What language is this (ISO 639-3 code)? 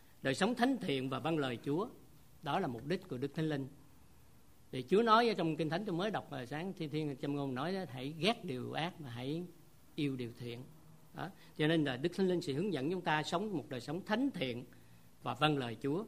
vie